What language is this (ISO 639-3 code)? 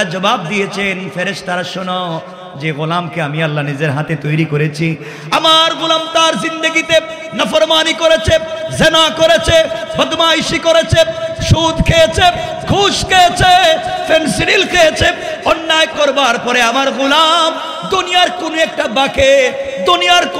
ben